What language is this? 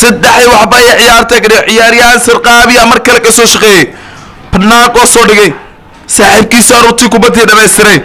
Somali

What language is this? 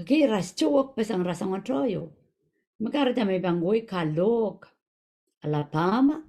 Pohnpeian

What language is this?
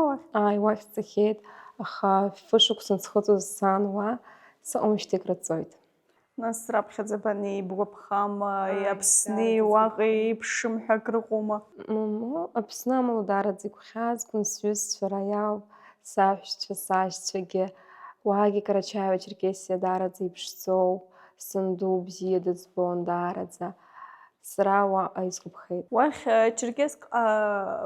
Abkhazian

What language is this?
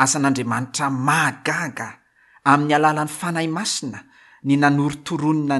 Malagasy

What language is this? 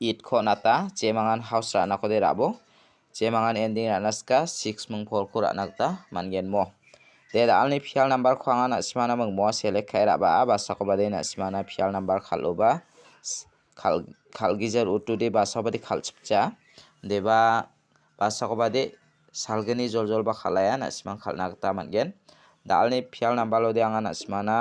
Garo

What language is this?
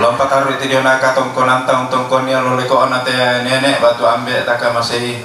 Toraja-Sa'dan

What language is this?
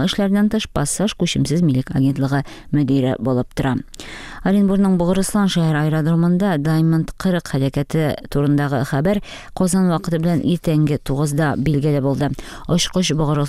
Tatar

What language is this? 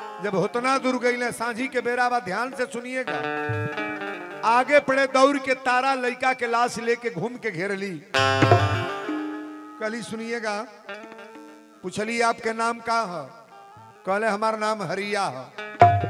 Bhojpuri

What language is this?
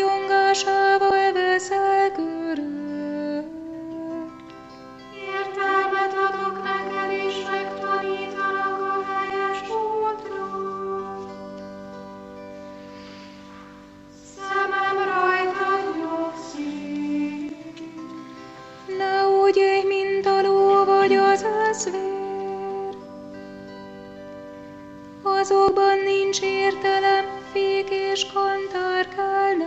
Hungarian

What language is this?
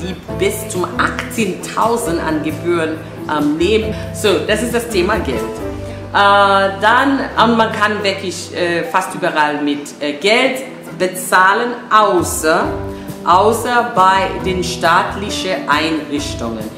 German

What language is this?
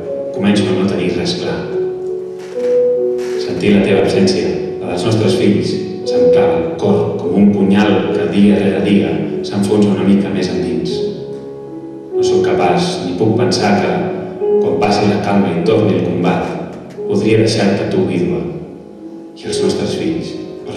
Catalan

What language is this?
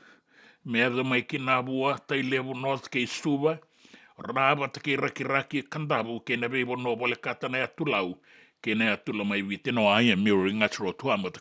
Fijian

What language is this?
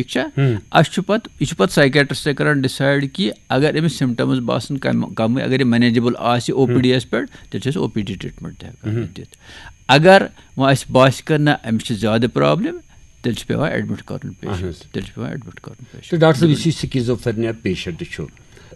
Kashmiri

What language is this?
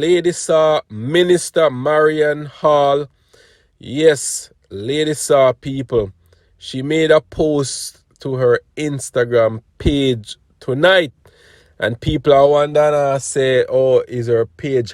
Jamaican Creole English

